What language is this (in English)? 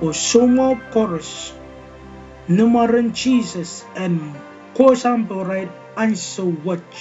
Pohnpeian